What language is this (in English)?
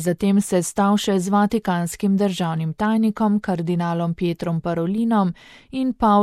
Slovenian